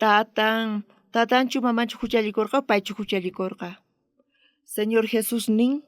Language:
South Bolivian Quechua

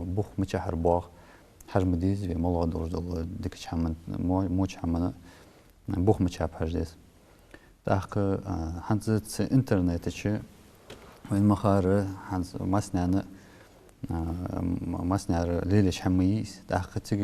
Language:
Ingush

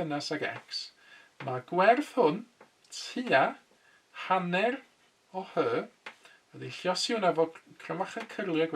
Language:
Welsh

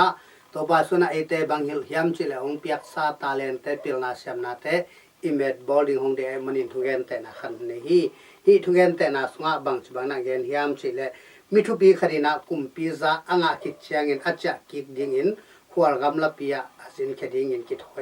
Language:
Tedim Chin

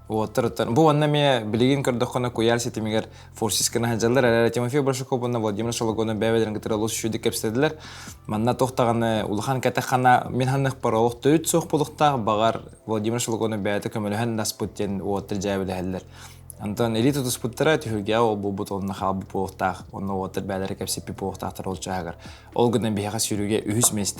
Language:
Yakut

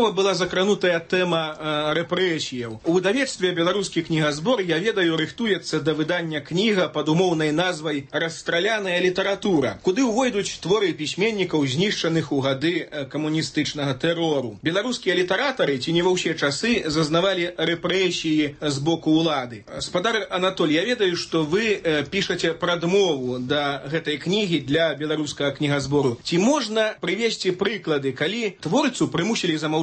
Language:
Belarusian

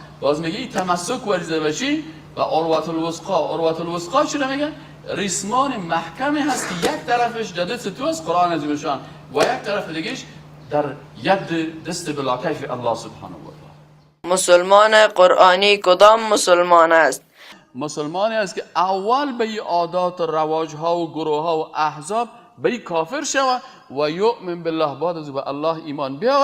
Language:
Persian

